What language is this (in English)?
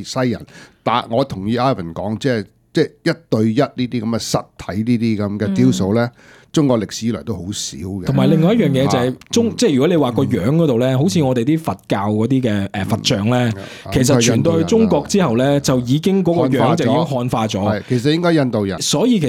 Cantonese